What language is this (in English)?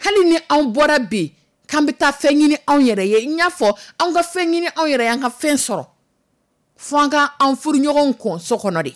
Dyula